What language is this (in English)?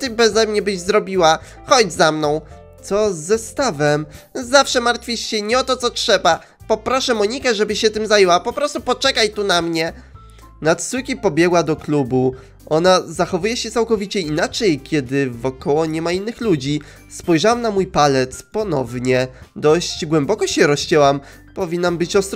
Polish